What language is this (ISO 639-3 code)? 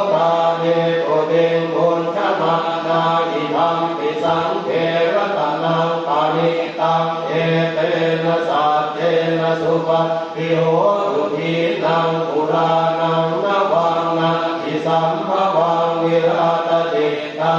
pli